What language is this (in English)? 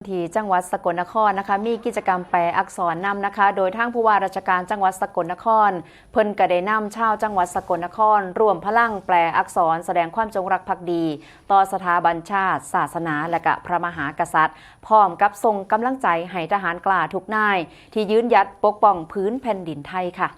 Northeastern Thai